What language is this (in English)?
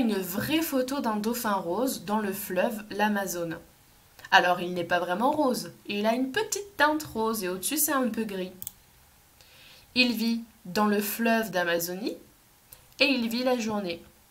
French